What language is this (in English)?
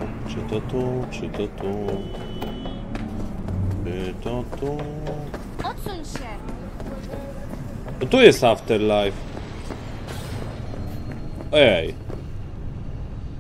Polish